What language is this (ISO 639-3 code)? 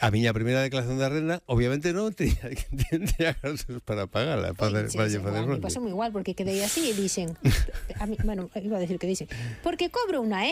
glg